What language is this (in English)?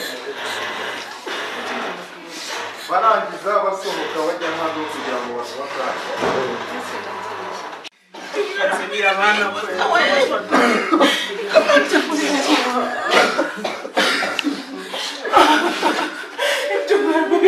Kinyarwanda